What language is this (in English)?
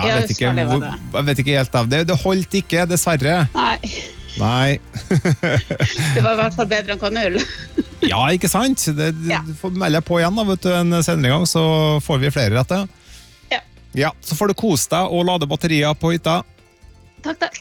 Norwegian